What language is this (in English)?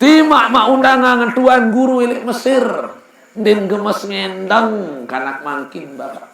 Sasak